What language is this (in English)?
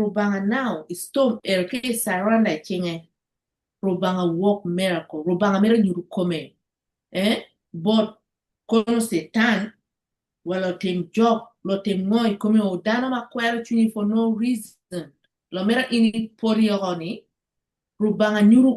Acoli